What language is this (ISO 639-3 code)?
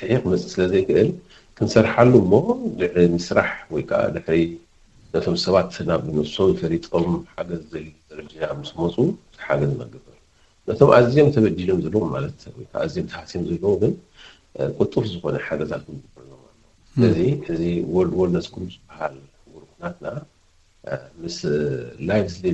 tir